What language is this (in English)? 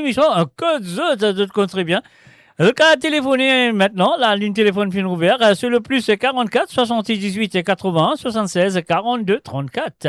Morisyen